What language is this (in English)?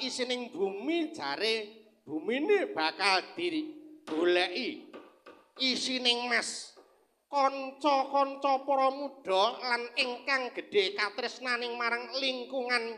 Javanese